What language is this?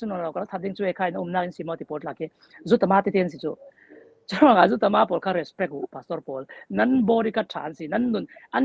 Falam Chin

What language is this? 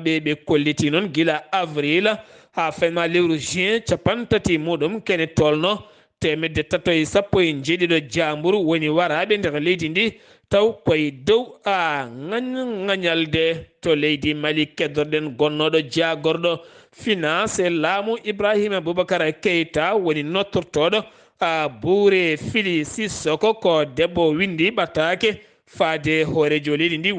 Fula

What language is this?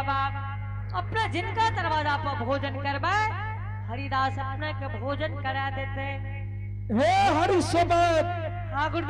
Angika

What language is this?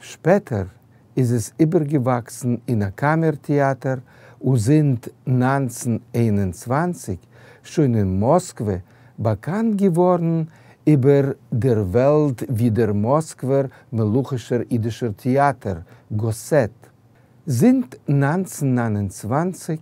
Yiddish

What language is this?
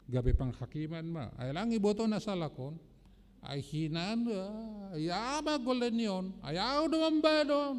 Batak Simalungun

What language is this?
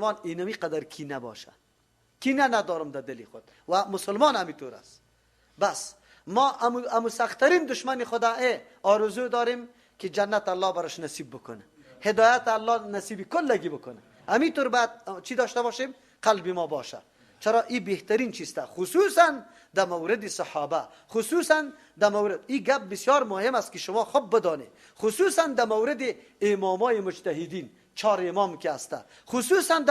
Persian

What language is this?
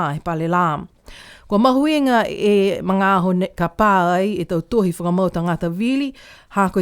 Niuean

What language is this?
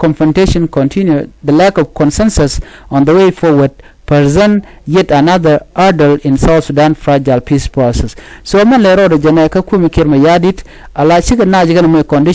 Nuer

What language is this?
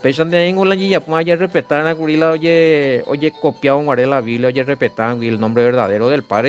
Guarani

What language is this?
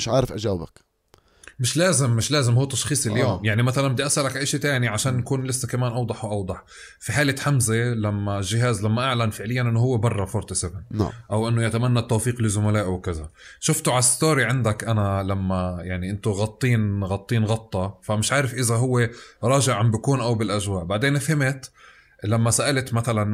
North Levantine Arabic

